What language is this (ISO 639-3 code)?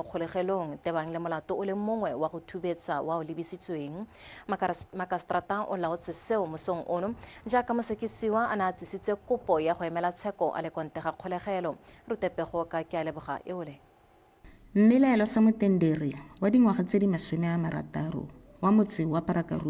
tsn